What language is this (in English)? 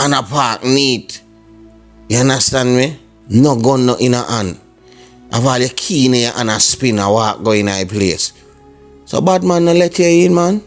Jamaican Creole English